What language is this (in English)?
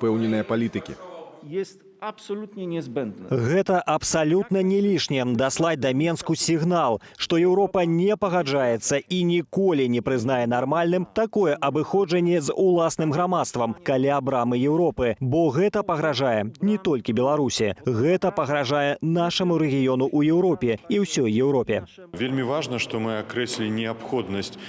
Belarusian